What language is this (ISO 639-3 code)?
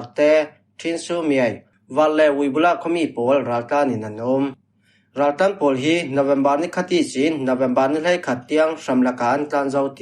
cfm